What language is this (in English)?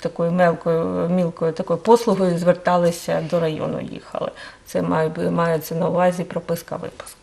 Ukrainian